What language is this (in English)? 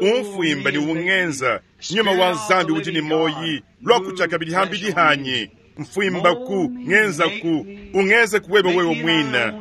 Luba-Lulua